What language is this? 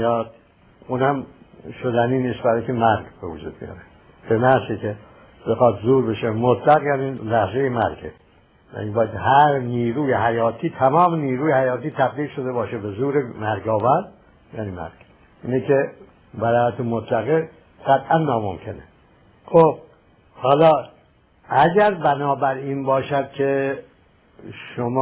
Persian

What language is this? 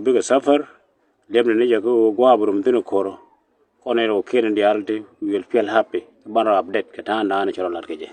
Nuer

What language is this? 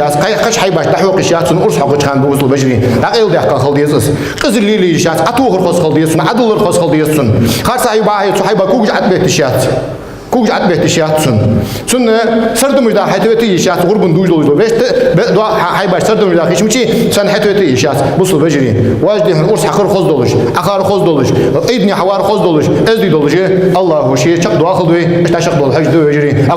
Ingush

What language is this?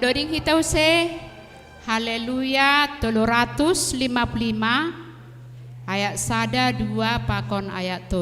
Batak Simalungun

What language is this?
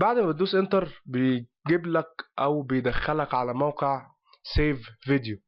Egyptian Arabic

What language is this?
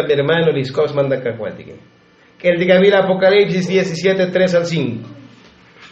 Tzotzil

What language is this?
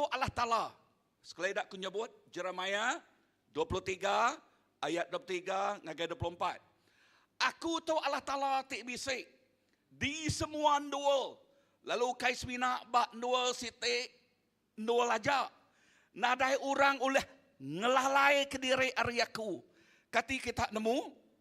Iban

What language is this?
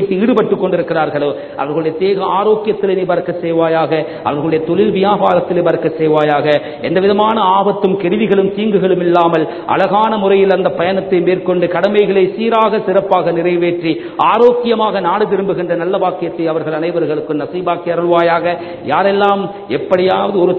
Tamil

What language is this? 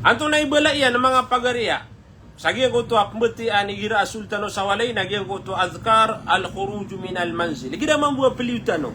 Maranao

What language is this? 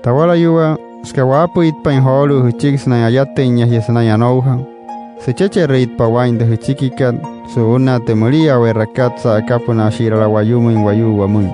Wayuu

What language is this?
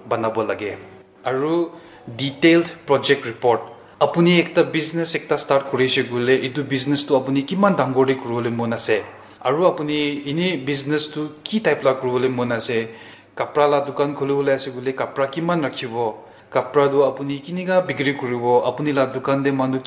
Naga Pidgin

